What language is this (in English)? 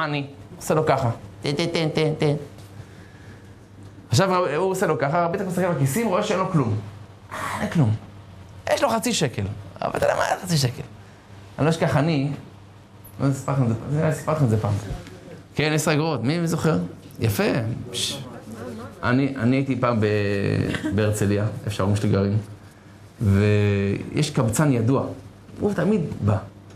Hebrew